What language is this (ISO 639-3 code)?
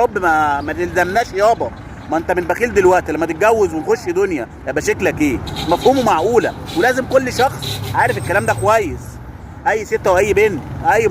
arz